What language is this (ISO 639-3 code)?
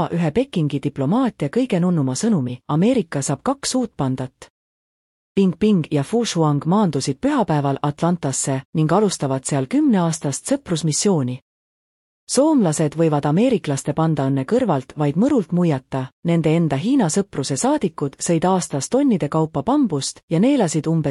est